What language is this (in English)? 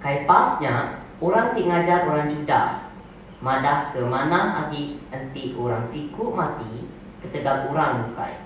Iban